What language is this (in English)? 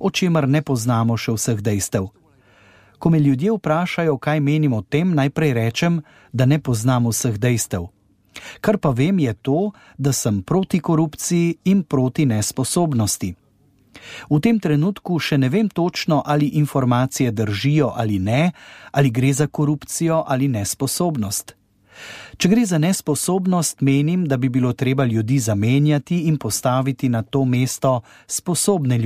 Slovenian